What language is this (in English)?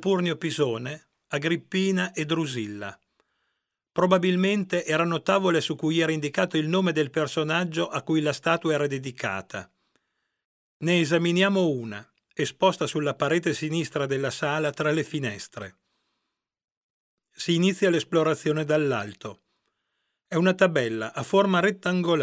Italian